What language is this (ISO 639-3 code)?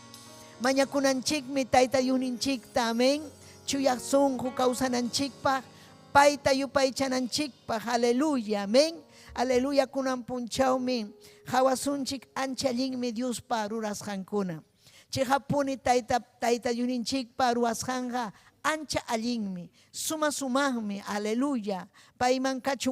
quy